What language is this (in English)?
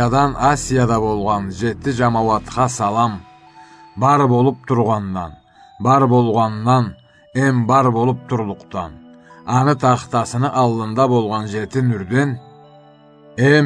Karachay-Balkar